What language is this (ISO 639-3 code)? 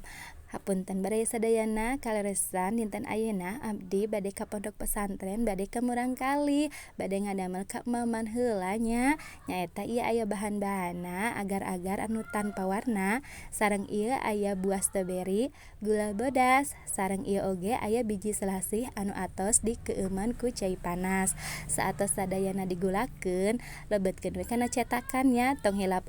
sun